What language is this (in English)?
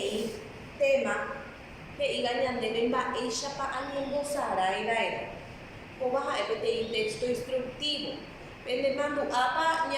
Guarani